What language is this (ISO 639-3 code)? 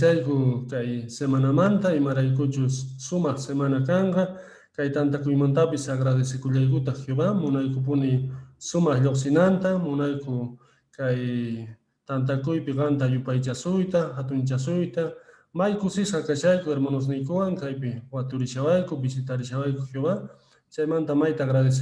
que